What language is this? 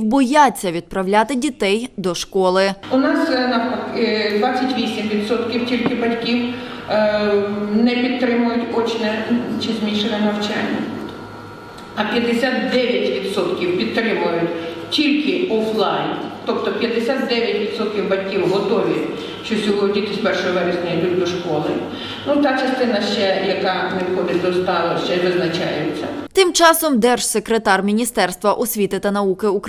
Ukrainian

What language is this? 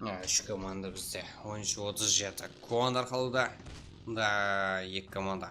Kara-Kalpak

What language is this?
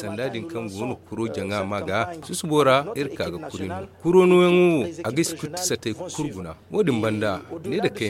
Zarma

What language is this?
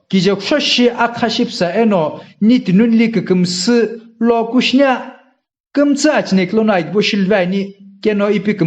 Sumi Naga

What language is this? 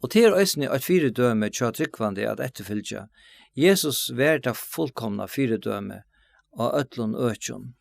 Faroese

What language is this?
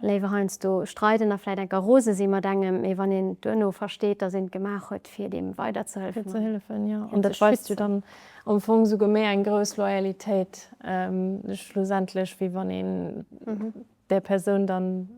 Luxembourgish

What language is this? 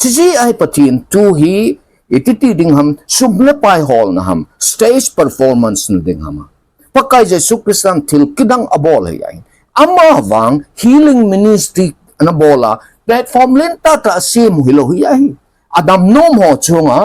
Thado Chin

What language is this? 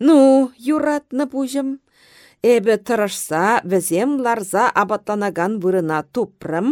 Chuvash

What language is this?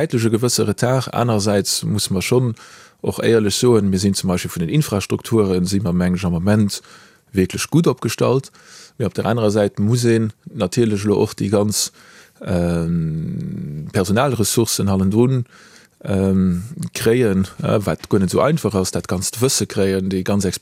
Luxembourgish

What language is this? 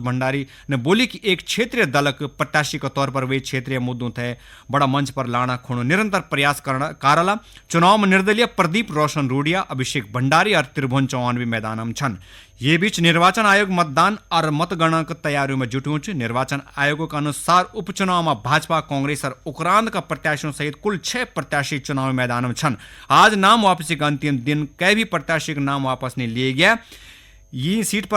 Garhwali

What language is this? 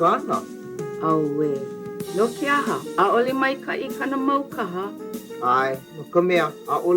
Hawaiian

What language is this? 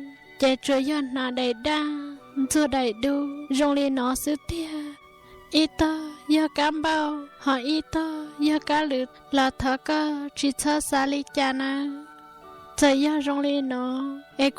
Hmong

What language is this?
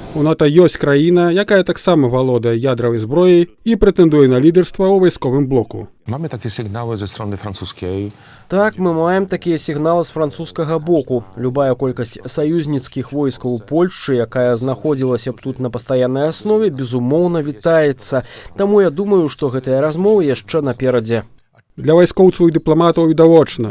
Belarusian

